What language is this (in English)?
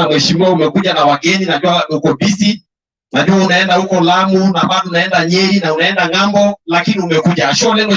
Masai